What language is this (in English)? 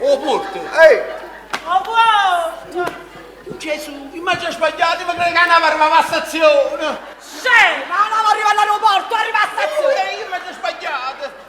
Neapolitan